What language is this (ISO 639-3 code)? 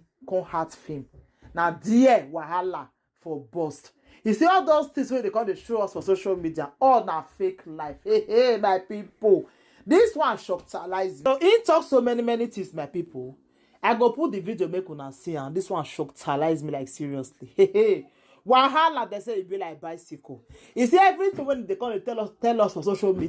pcm